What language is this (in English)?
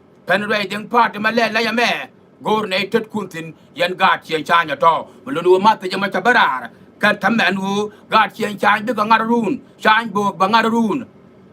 Nuer